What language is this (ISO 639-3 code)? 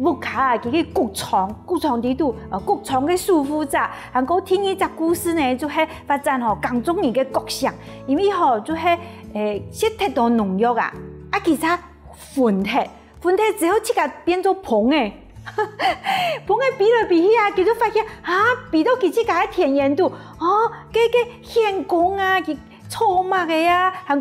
hak